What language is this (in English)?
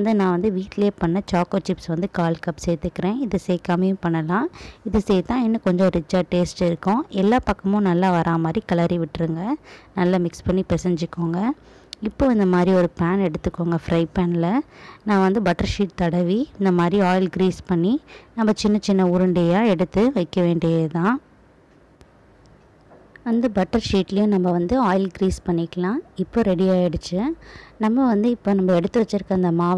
Tamil